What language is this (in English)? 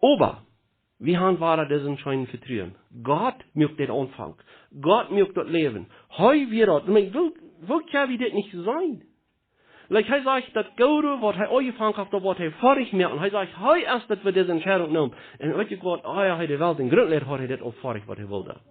Plautdietsch